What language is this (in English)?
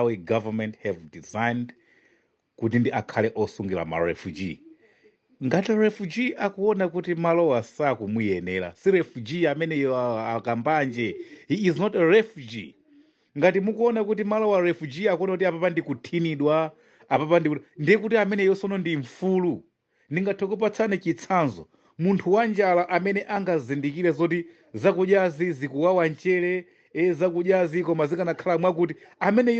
Nyanja